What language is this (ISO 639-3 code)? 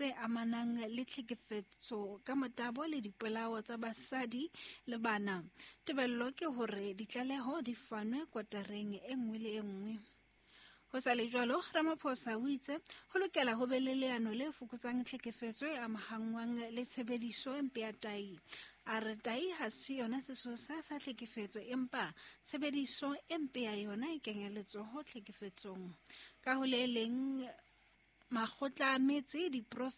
sot